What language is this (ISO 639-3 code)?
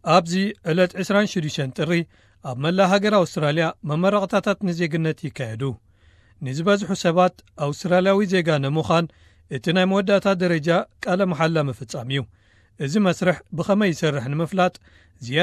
tir